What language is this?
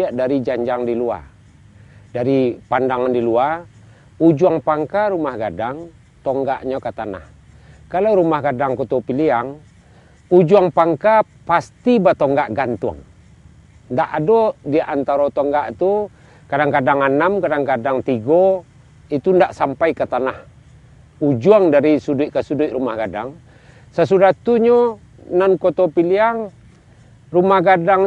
Minangkabau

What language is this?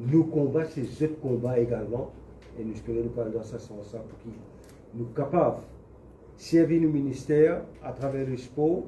Morisyen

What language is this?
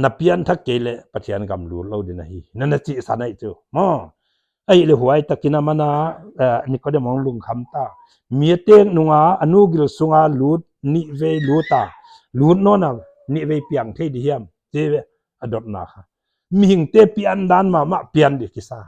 Paite Chin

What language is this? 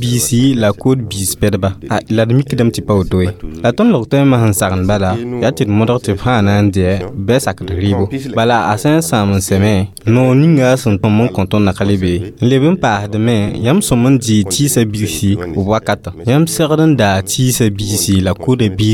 Mossi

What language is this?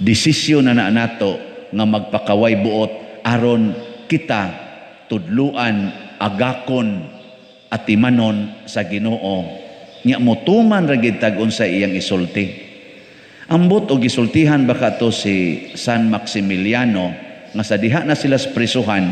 Cebuano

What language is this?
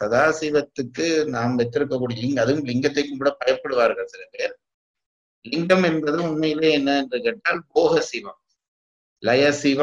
Tamil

